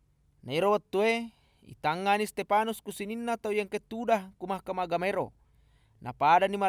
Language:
Buginese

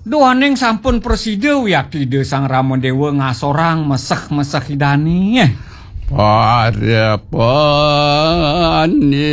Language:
Balinese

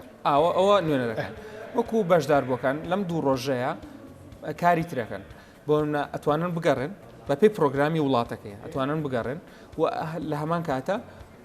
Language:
Central Kurdish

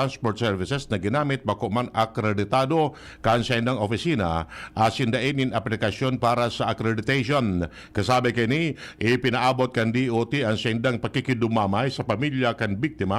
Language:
Bikol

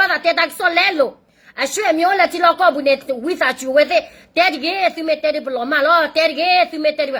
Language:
S'gaw Karen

